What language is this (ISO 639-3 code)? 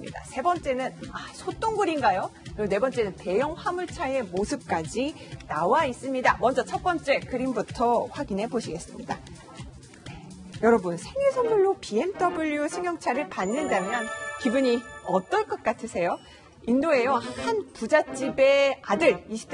kor